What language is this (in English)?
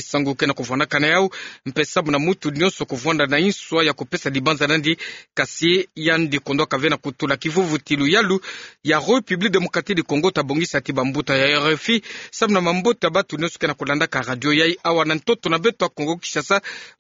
Kituba (Democratic Republic of Congo)